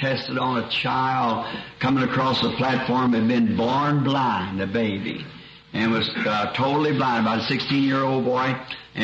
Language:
Makhuwa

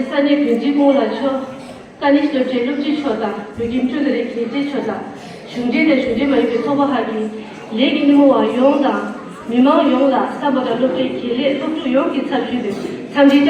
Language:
Tibetan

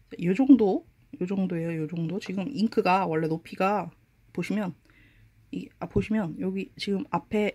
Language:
Korean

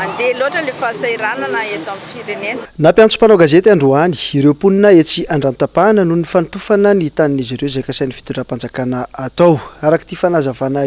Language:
Malagasy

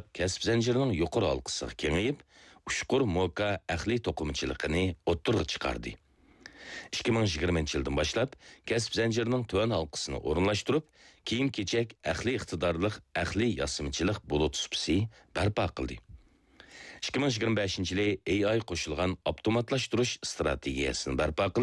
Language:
Uyghur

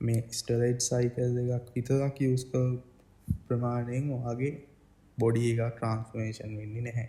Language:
Sinhala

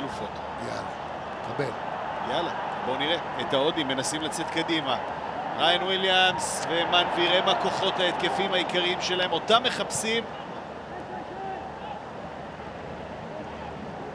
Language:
Hebrew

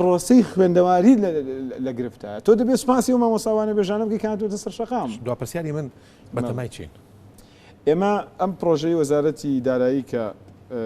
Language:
Central Kurdish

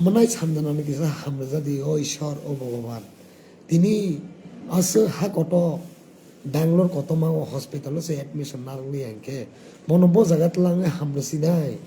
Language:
Kok Borok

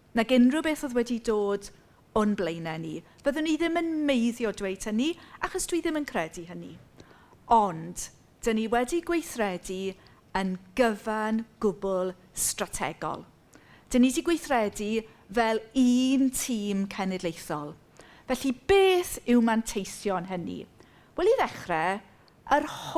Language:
Welsh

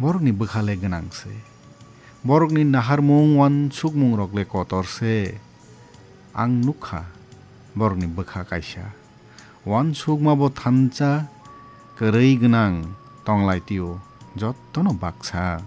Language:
Kok Borok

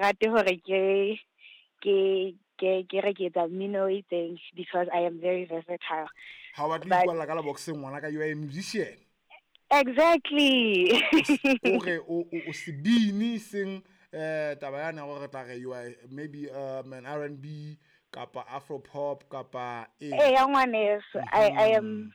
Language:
Southern Sotho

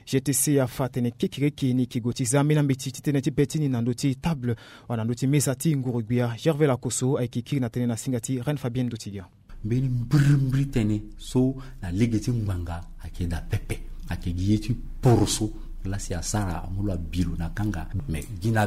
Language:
Sango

